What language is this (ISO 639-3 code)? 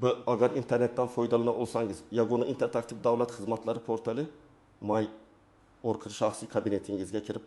uzb